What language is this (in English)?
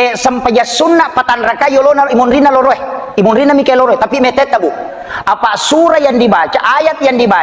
Buginese